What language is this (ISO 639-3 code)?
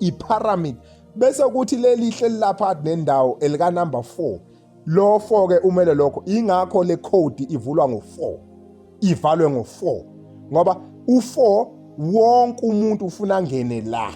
zul